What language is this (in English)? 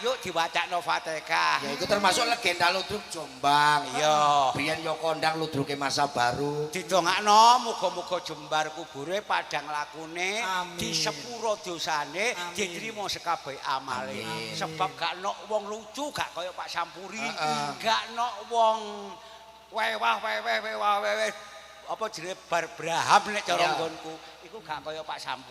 Javanese